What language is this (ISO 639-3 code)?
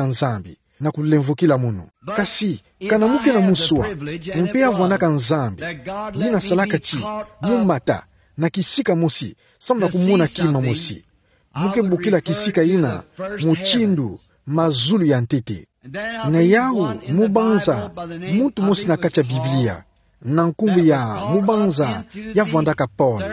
ktu